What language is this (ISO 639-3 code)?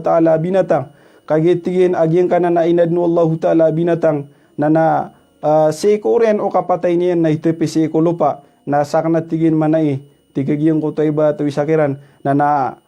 mrw